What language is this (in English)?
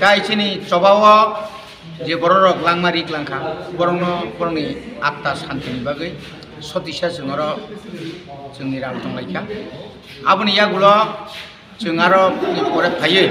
Kok Borok